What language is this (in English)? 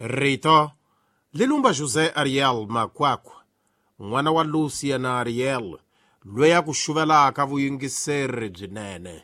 Tsonga